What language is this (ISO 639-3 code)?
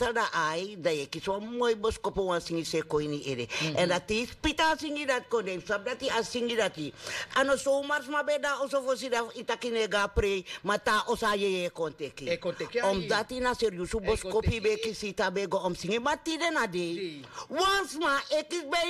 srn